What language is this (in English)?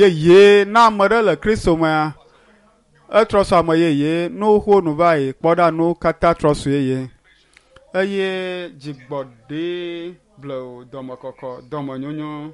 Ewe